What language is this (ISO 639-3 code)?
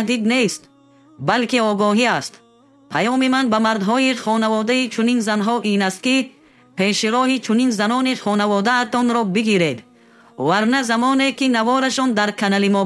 tgk